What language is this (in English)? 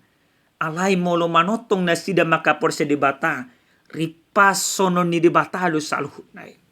Batak Toba